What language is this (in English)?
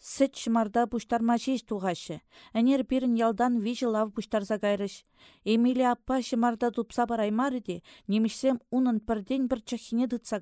Chuvash